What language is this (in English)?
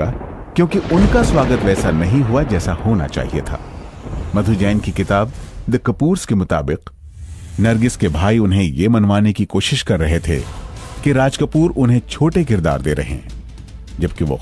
Hindi